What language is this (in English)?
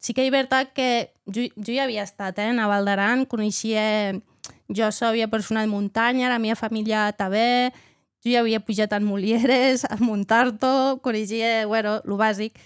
Occitan